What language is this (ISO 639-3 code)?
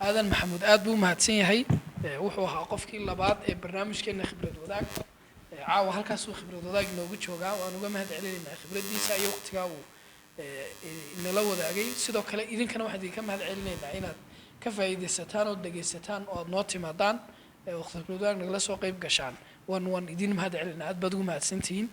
som